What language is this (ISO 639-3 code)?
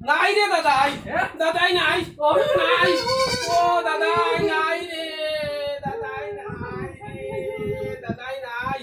syl